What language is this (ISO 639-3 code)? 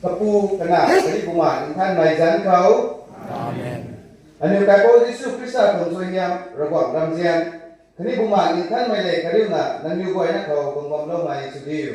nbu